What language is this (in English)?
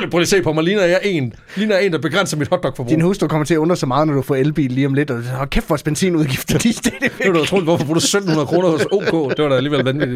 Danish